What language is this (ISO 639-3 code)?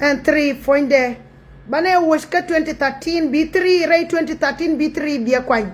nus